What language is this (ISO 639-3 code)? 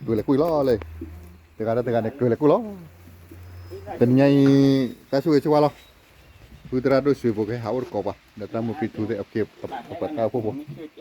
ksw